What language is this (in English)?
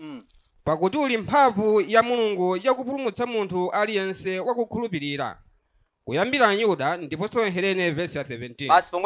Nyanja